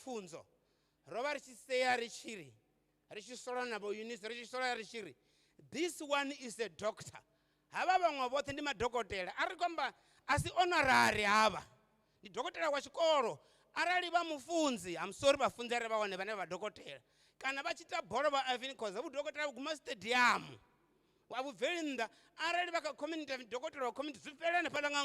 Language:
Venda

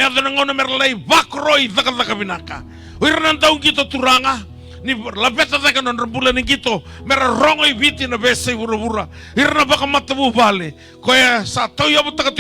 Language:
Fijian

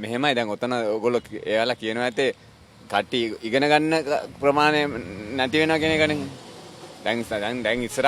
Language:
Sinhala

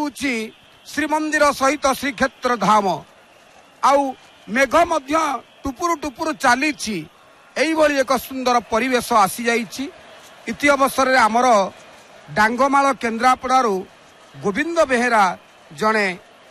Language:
Odia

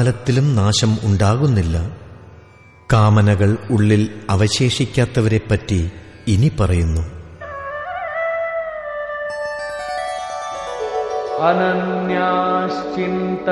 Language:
Malayalam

